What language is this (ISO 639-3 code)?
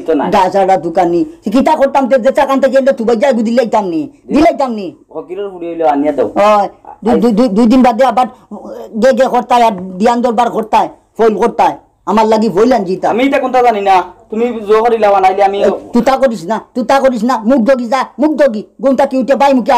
syl